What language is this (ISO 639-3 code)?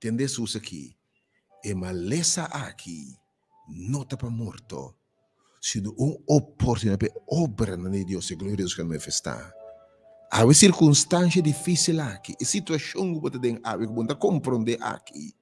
pap